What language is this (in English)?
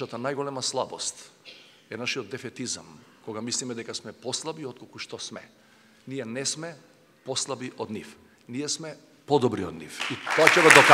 Macedonian